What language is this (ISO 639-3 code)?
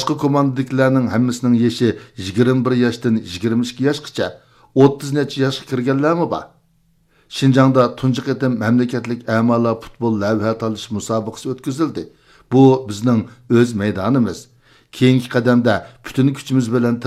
uig